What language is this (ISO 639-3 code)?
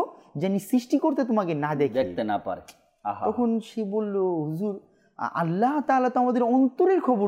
ben